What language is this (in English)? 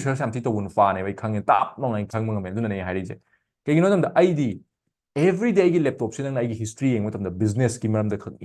Manipuri